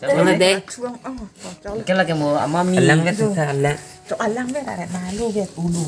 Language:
Karbi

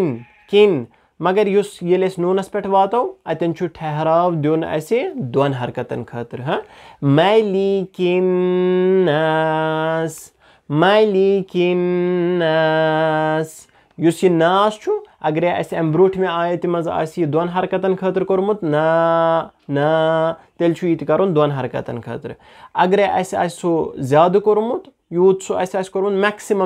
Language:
Kashmiri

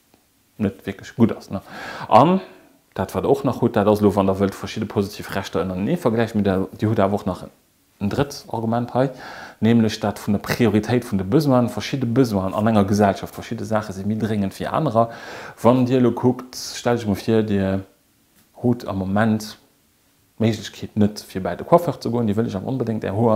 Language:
Luxembourgish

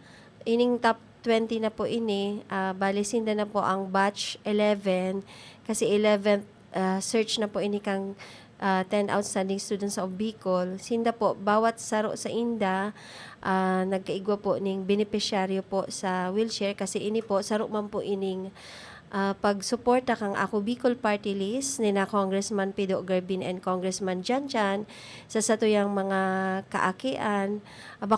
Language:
Bikol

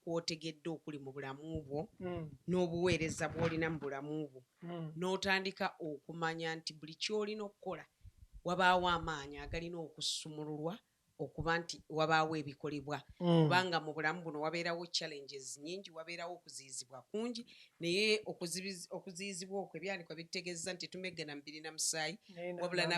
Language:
Ganda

